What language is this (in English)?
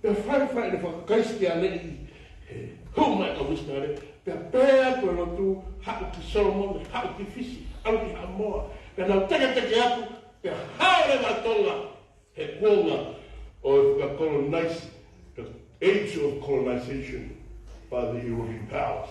Tongan